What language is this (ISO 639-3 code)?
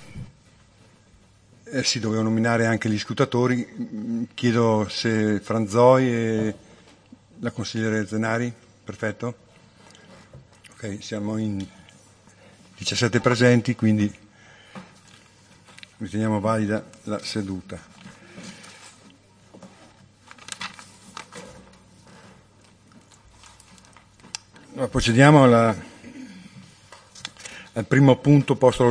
ita